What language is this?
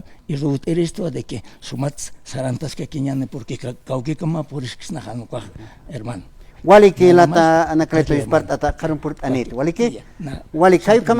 Aymara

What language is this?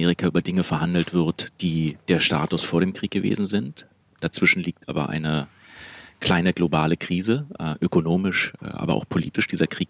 German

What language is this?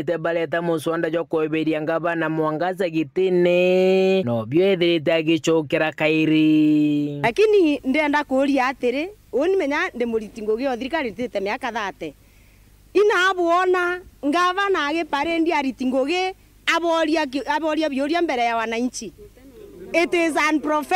Meru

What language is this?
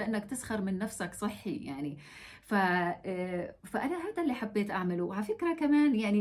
North Levantine Arabic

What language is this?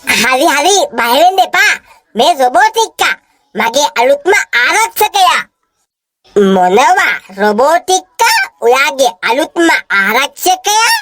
Sinhala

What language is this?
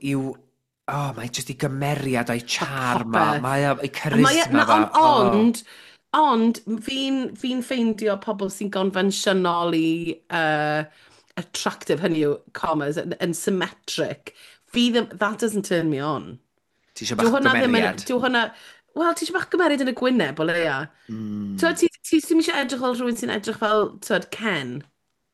Welsh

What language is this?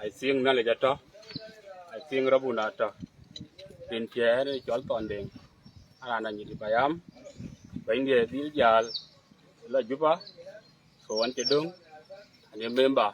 Dinka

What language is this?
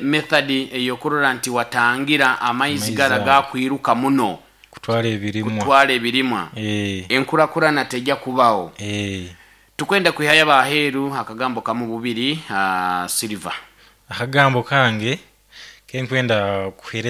Nyoro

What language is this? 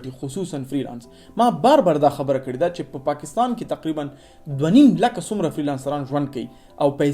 Pashto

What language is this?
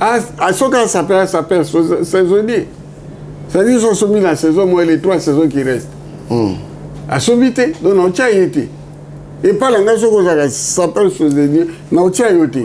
Lingala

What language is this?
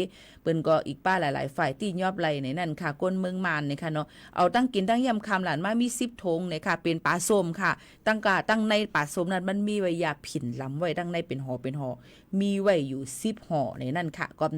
Shan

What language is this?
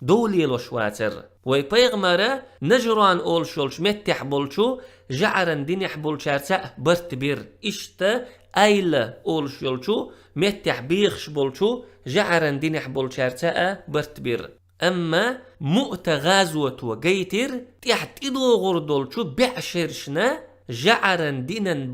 Chechen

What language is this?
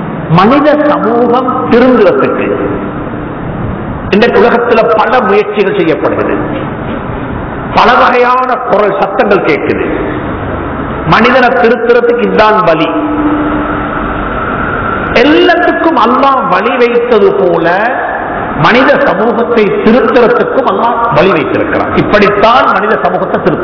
Tamil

